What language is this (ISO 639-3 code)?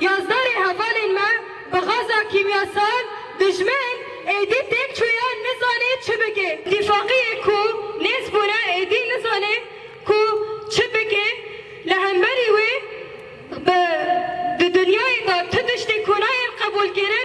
kur